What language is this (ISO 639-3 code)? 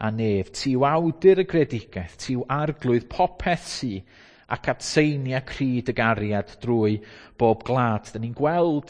cym